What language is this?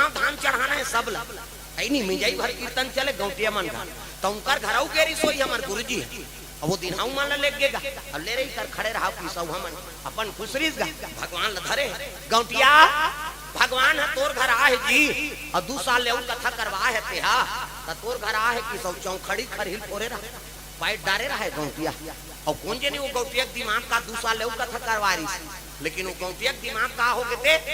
Chhattisgarhi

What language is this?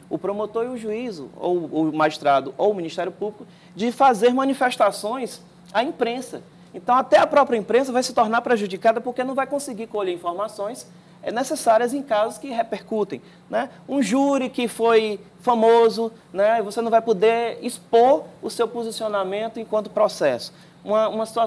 Portuguese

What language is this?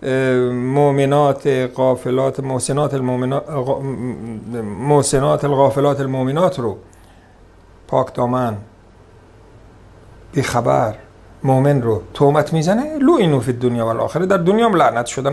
Persian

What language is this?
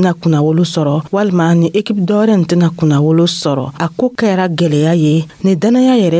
Dyula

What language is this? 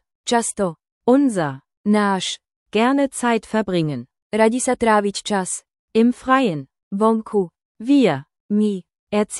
Slovak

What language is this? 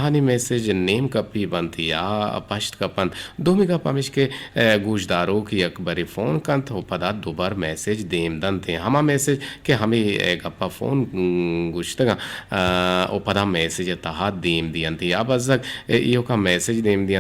Eastern Balochi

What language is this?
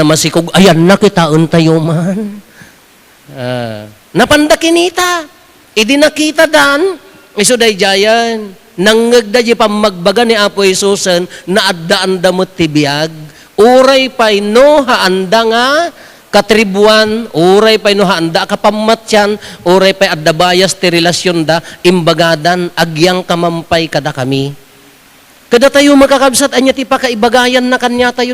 Iloko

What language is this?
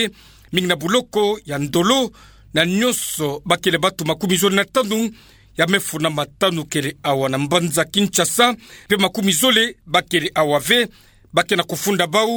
Kituba (Democratic Republic of Congo)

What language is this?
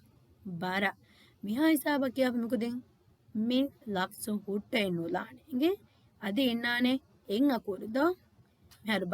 Divehi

